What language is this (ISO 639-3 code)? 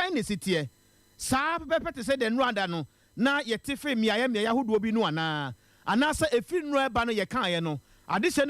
aka